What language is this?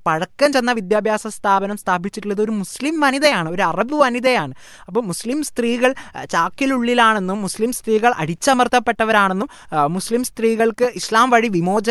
Malayalam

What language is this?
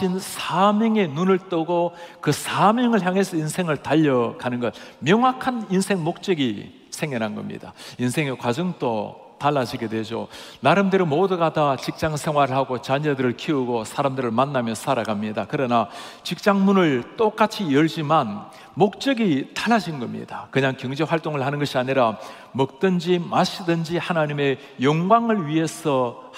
Korean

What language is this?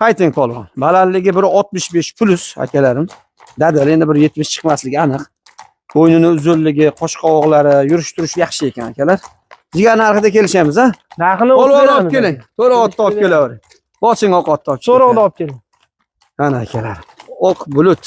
Uzbek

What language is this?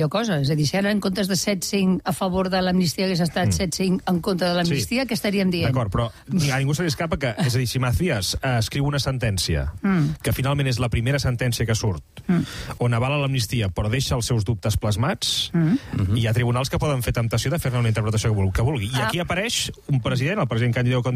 Catalan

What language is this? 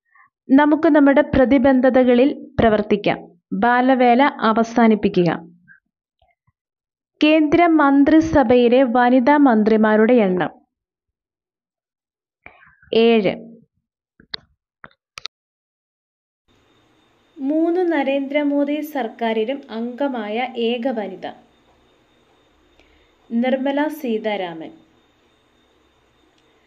Malayalam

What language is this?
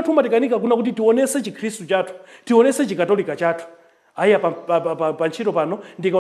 Nyanja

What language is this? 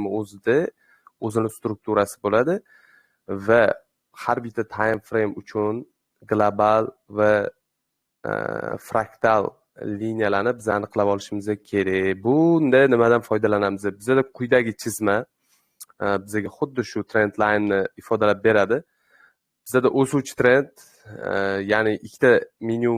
Uzbek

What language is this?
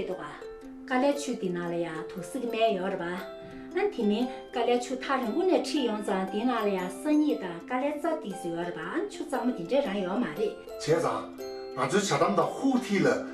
Tibetan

